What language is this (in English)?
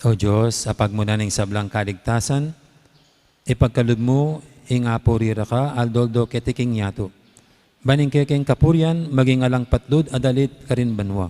Pampanga